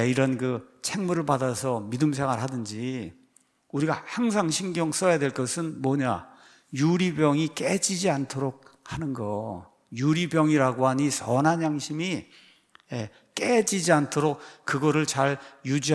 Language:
Korean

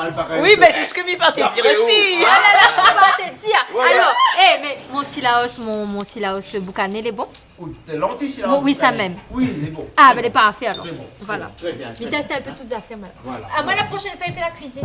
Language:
Réunion Creole French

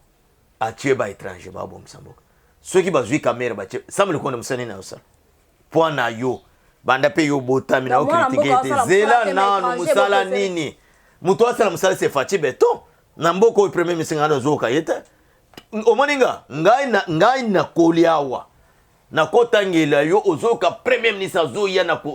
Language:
Lingala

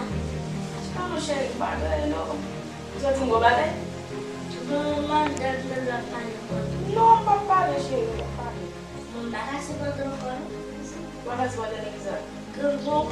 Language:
Haitian Creole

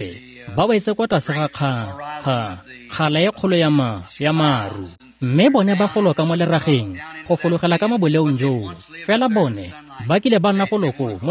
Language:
Tswana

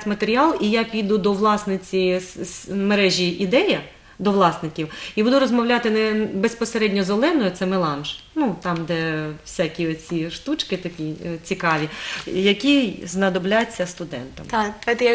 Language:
Ukrainian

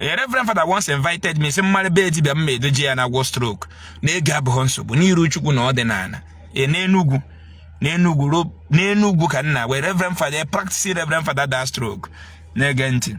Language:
Igbo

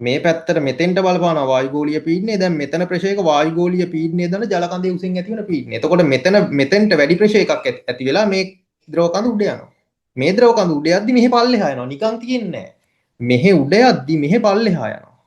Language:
Sinhala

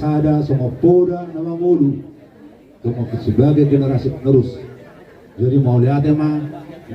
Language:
Batak Toba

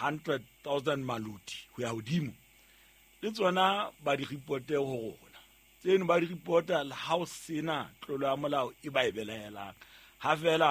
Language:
Southern Sotho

